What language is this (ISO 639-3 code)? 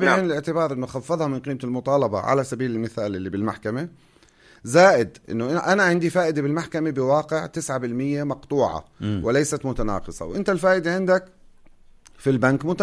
apc